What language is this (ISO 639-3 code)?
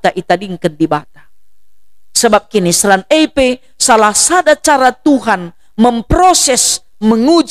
btx